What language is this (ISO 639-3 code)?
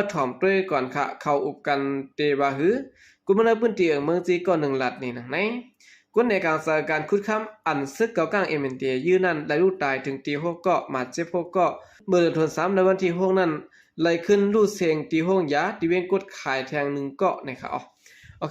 shn